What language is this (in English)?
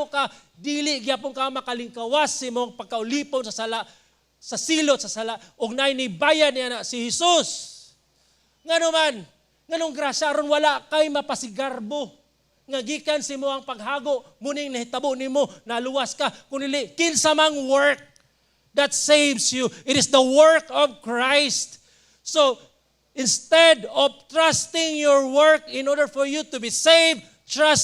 Cebuano